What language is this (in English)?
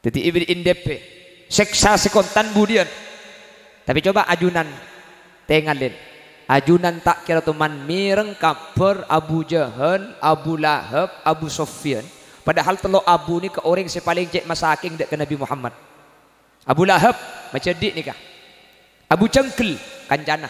Madurese